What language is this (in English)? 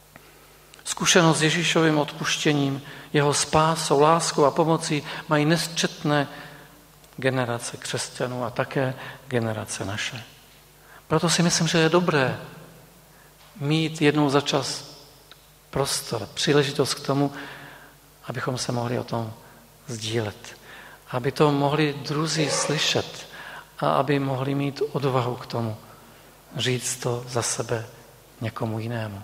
Czech